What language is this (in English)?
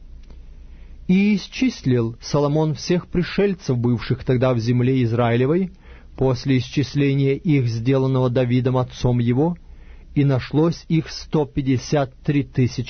Russian